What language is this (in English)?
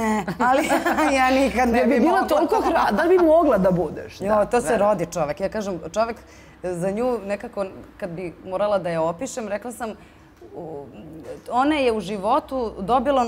Serbian